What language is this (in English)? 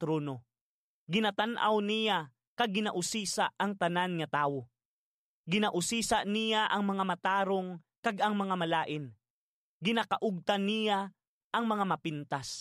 Hiligaynon